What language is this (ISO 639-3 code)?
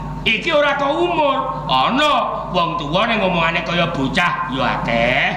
jav